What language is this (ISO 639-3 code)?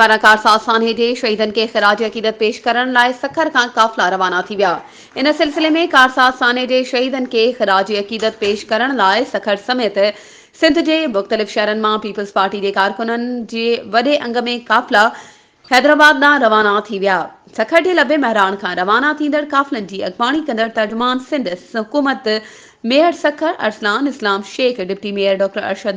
snd